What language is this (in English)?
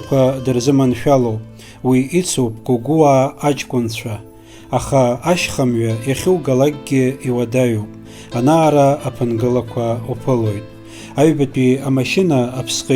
Abkhazian